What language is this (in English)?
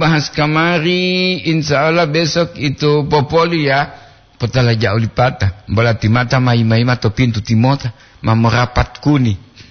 Gorontalo